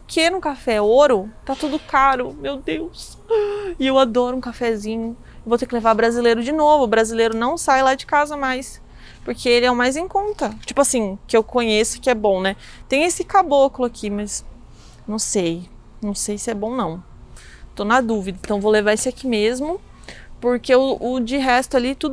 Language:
Portuguese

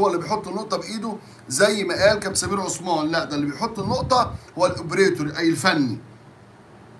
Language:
Egyptian Arabic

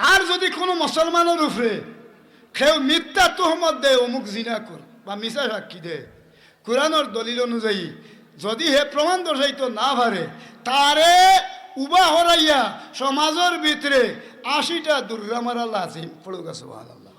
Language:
Sylheti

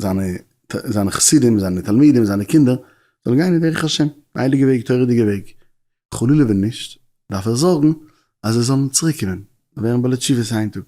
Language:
Yiddish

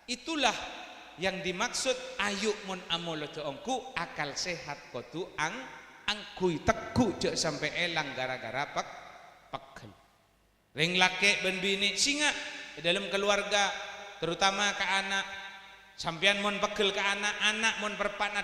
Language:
Madurese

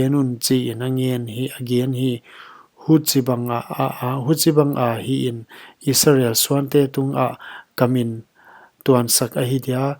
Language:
Paite Chin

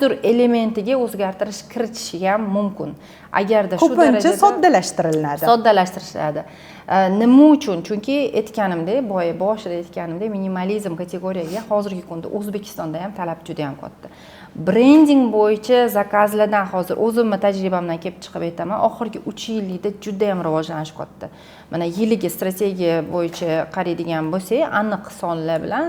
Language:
Uzbek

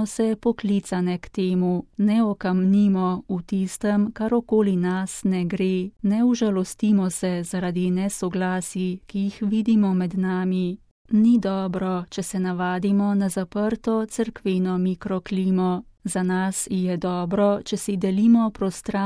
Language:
Slovenian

